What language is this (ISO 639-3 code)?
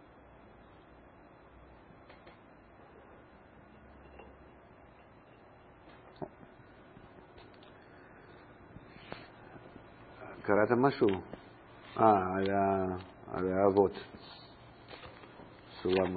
heb